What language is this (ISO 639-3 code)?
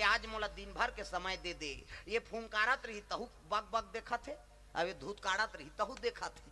hne